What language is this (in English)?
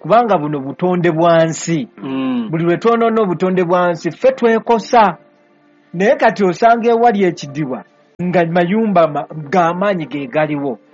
Ganda